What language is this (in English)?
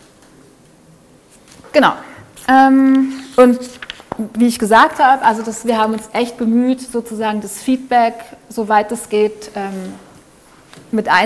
German